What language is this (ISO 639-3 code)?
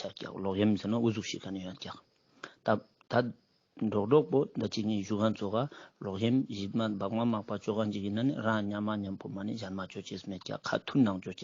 lbj